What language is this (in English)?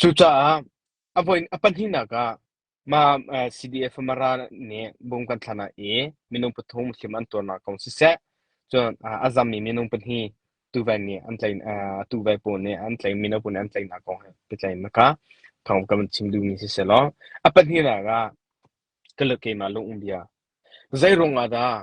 Hakha Chin